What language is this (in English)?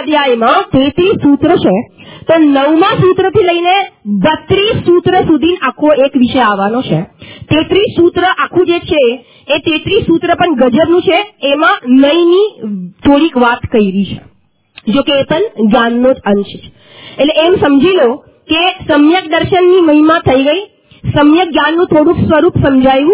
Gujarati